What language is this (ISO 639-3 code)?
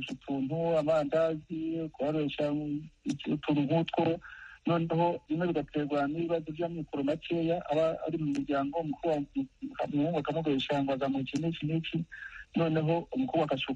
kin